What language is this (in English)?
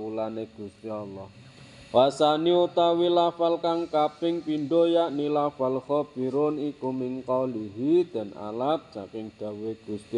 Javanese